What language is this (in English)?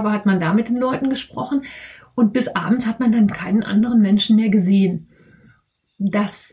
German